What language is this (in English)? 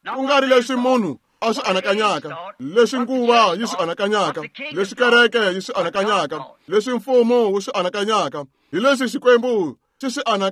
Tsonga